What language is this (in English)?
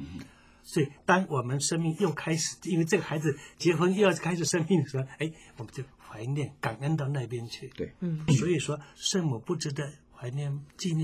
Chinese